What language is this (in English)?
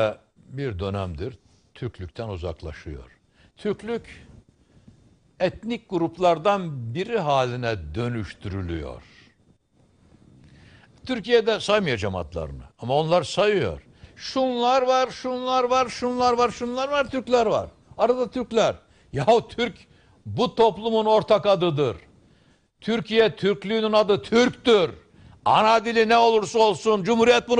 Turkish